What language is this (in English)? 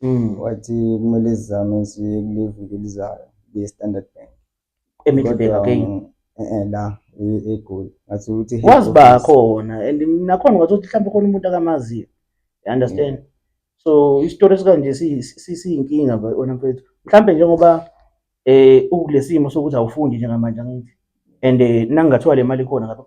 Zulu